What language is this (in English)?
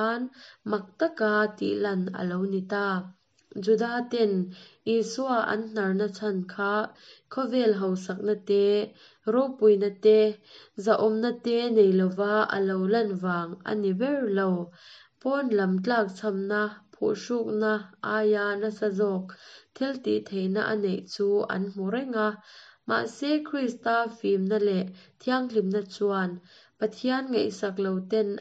Mizo